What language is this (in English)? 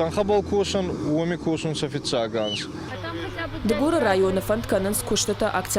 Ossetic